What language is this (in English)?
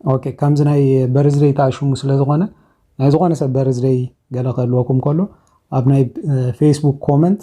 Tigrinya